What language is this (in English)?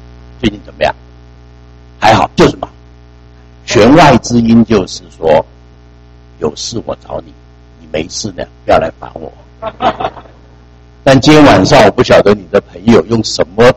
Chinese